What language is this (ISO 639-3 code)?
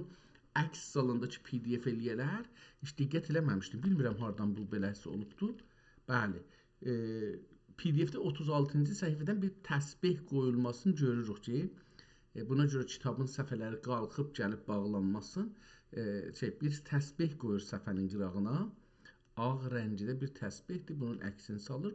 azb